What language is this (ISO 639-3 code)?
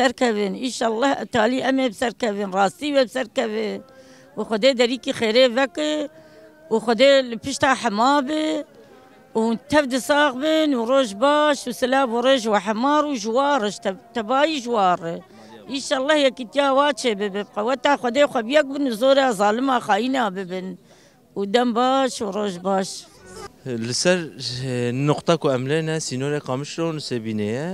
kur